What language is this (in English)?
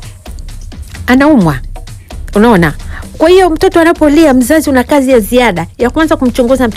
Swahili